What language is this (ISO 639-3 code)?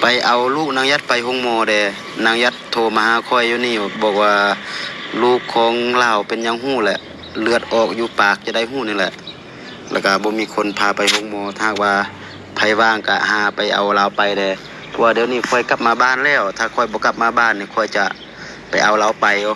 lao